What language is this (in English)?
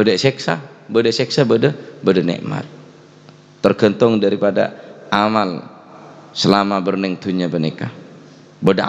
Madurese